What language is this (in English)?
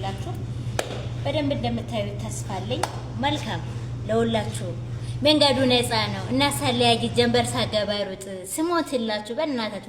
Amharic